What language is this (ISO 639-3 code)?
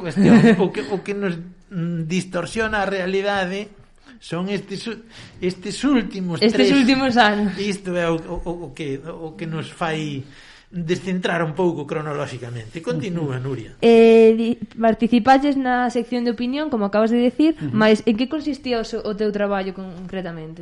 glg